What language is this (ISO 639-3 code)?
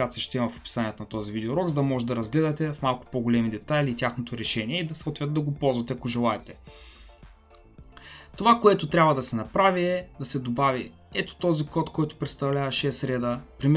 bul